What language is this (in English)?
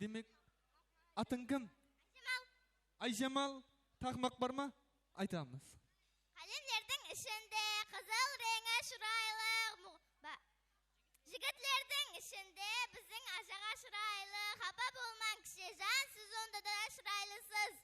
Kara-Kalpak